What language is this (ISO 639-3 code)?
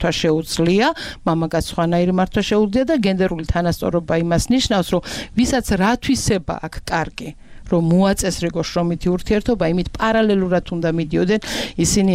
kat